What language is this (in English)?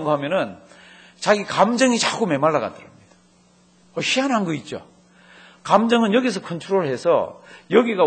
Korean